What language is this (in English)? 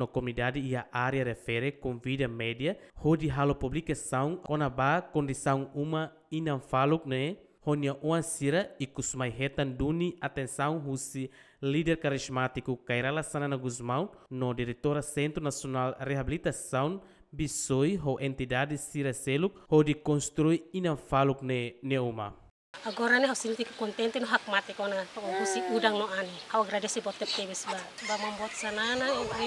Tetum